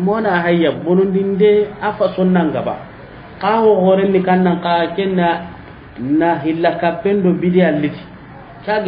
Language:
Soninke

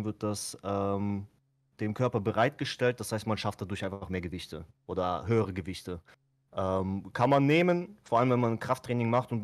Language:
German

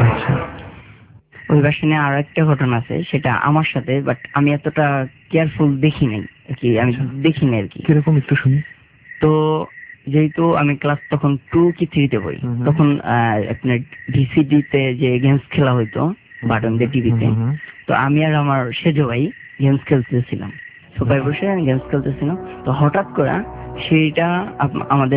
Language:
Bangla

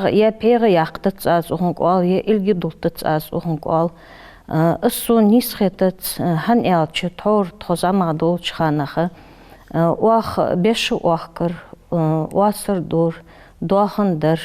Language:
Ingush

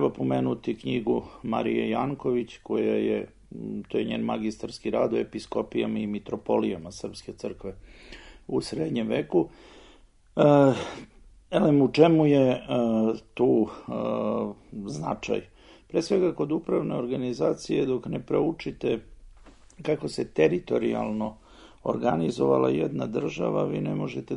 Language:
Serbian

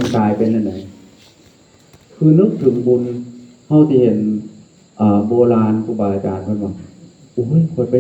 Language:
Northeastern Thai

